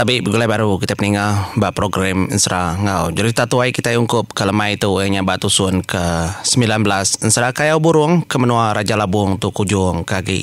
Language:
Iban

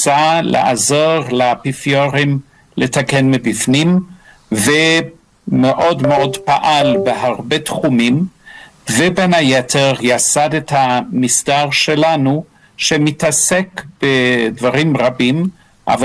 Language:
Hebrew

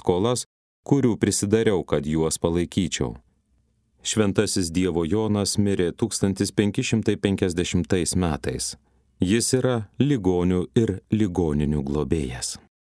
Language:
Lithuanian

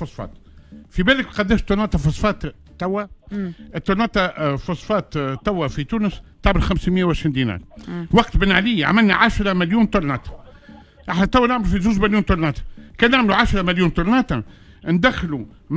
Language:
Tunisian Arabic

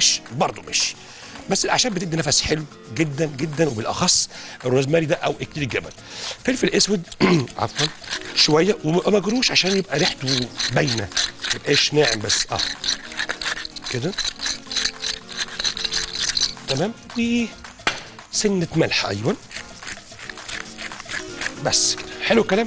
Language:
Egyptian Arabic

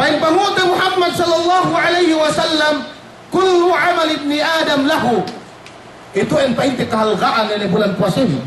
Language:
Yakan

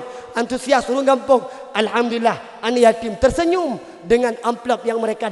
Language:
Achinese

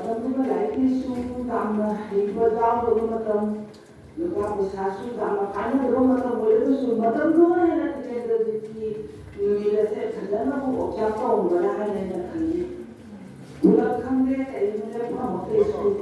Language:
Manipuri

